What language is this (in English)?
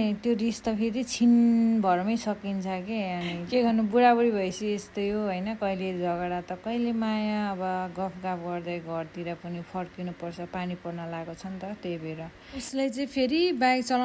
Nepali